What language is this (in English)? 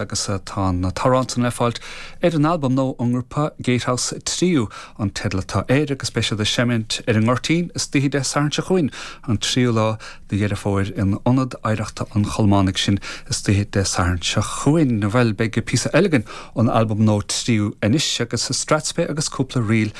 Irish